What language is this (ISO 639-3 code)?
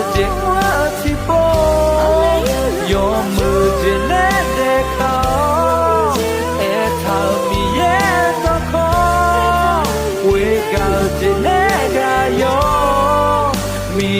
ahk